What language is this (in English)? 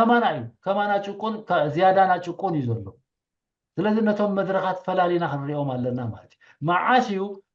Tigrinya